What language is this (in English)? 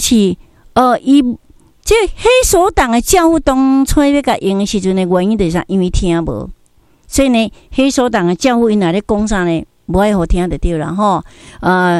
Min Nan Chinese